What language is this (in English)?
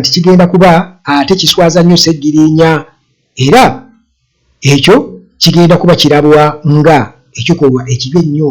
Ganda